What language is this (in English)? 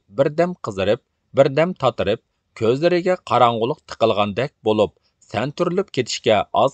Uyghur